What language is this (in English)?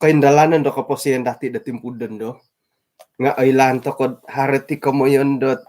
Central Dusun